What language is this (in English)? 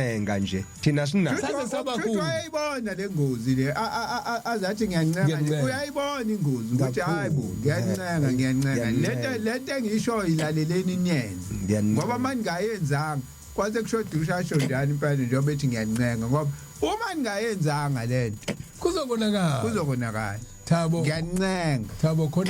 Zulu